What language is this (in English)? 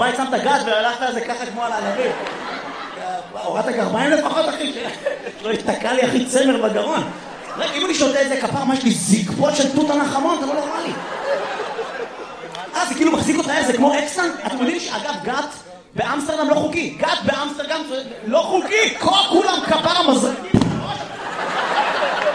Hebrew